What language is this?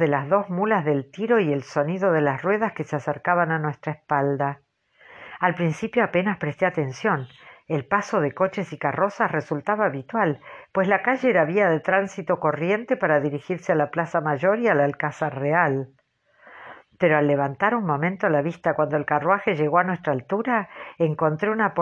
Spanish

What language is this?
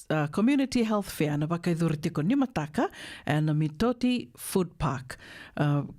Fijian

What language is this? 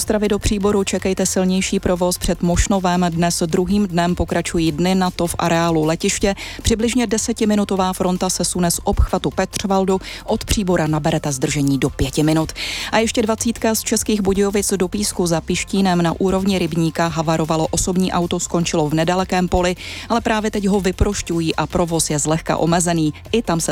Czech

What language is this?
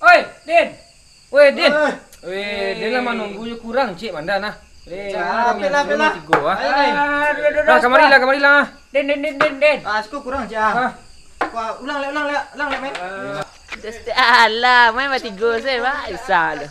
Minangkabau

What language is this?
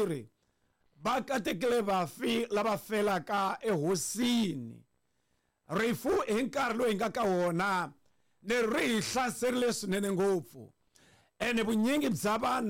Tsonga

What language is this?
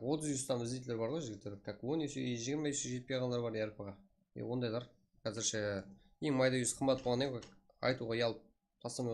Kara-Kalpak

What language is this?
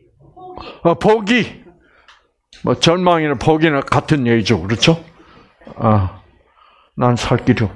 Korean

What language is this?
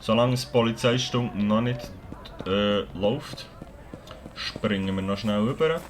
Swiss German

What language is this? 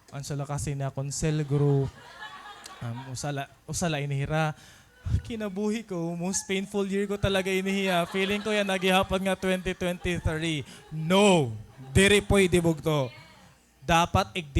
Waray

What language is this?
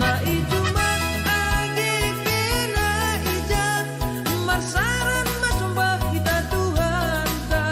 Batak Simalungun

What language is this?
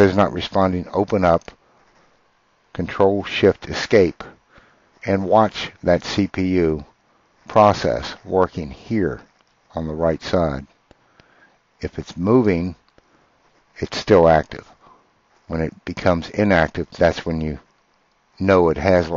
English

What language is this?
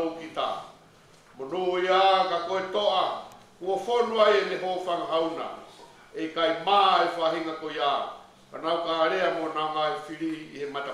Tongan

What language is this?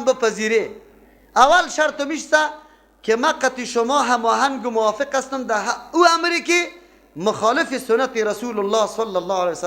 Persian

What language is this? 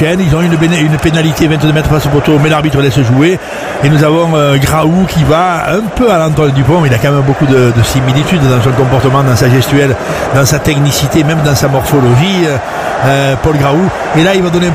French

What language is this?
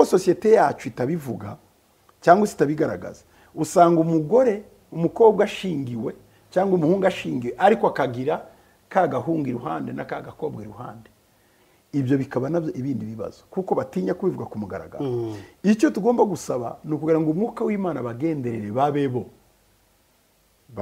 Kinyarwanda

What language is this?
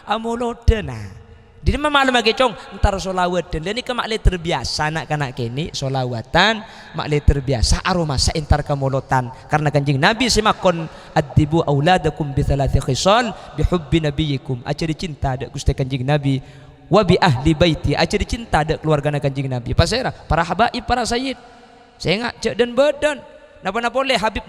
Madurese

